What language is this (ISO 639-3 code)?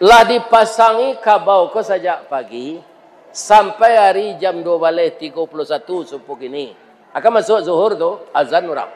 min